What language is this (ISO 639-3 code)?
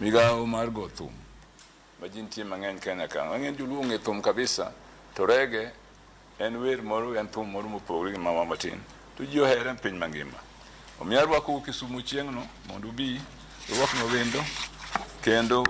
luo